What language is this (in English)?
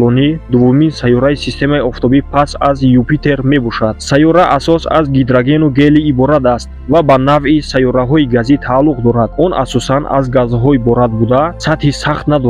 Tajik